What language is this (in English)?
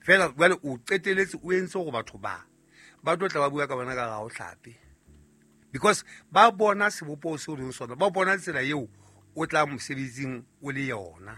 Southern Sotho